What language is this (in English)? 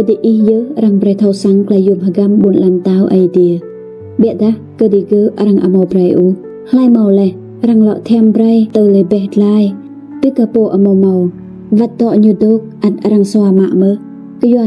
Rade